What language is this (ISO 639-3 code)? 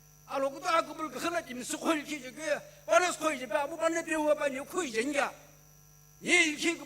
nsm